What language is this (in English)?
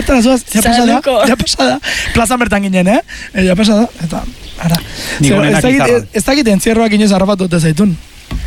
Basque